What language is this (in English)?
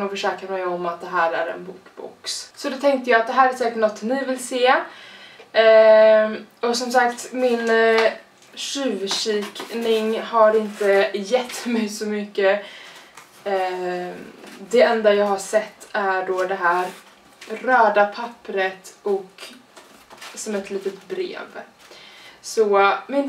Swedish